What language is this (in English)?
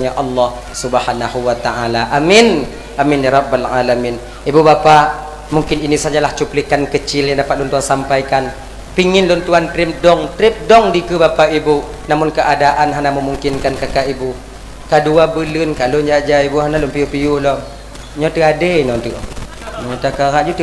Achinese